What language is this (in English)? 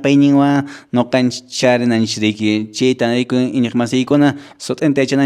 Quechua